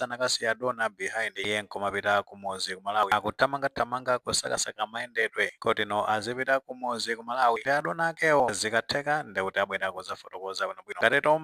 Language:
Nyanja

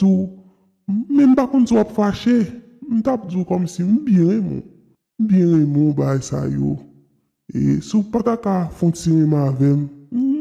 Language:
Haitian Creole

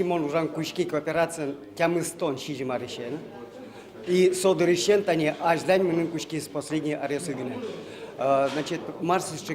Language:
Udmurt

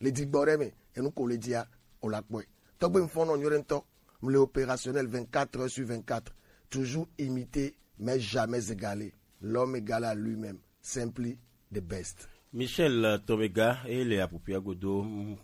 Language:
Gen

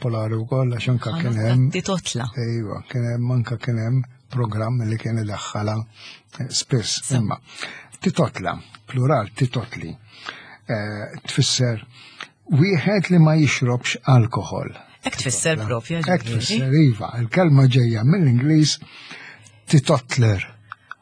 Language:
Maltese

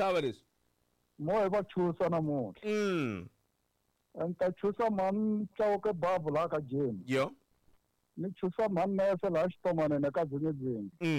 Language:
Tsonga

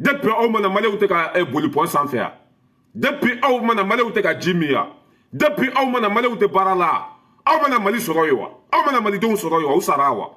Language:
Bambara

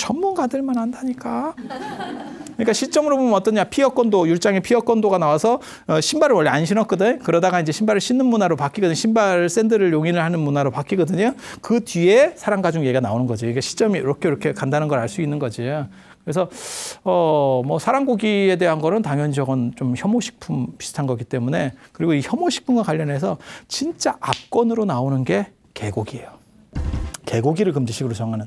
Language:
Korean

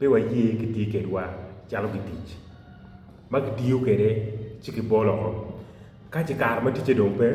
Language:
Acoli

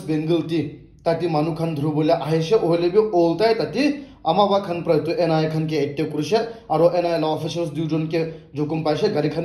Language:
Naga Pidgin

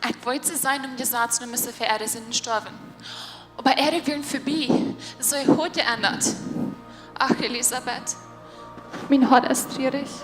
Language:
Plautdietsch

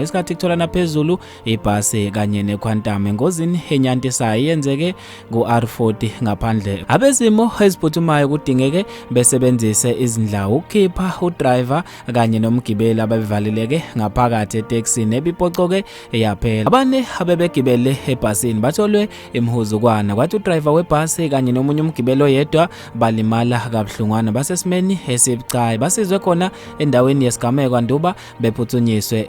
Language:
Zulu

